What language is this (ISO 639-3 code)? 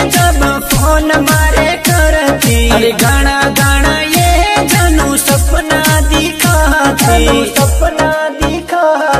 raj